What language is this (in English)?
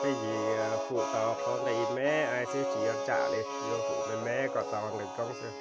Hmong